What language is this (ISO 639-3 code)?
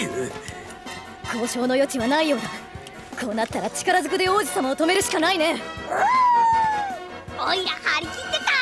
jpn